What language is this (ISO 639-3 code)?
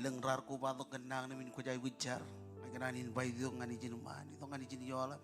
mah